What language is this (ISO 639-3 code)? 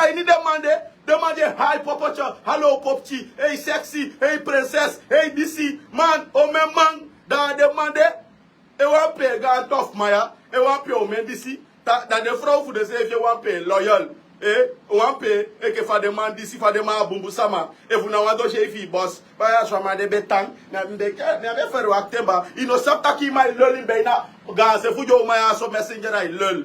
srn